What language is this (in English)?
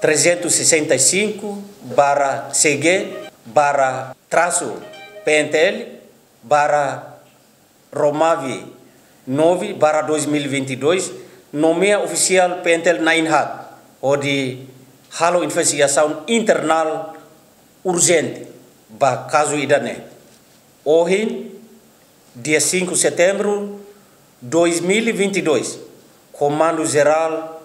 Tetum